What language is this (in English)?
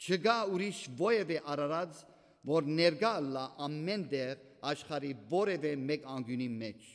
Armenian